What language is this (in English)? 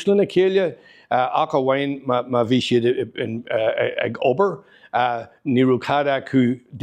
Irish